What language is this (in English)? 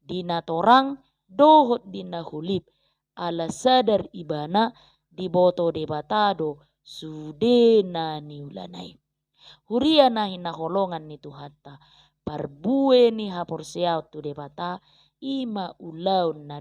Batak Toba